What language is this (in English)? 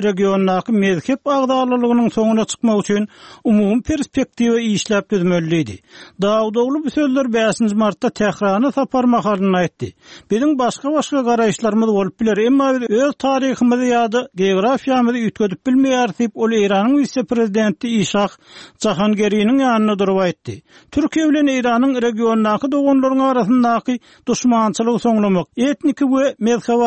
Turkmen